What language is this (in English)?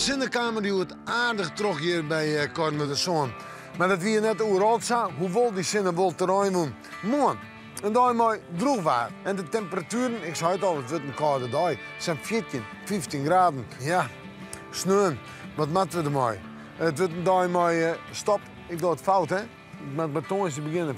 Western Frisian